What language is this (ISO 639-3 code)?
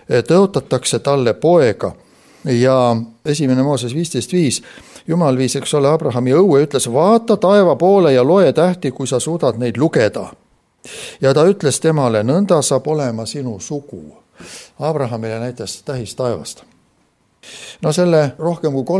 est